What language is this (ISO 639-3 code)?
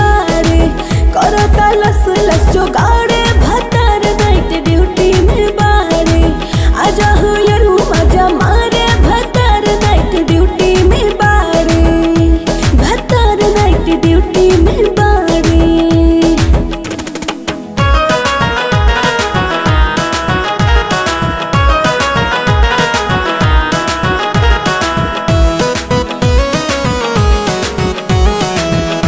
bho